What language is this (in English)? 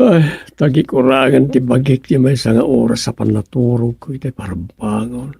Iloko